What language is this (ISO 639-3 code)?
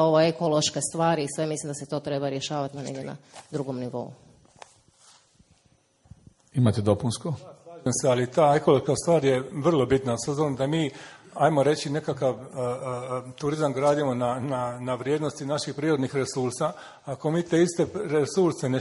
hrv